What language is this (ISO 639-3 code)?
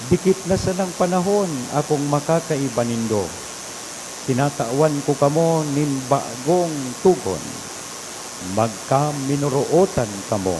bik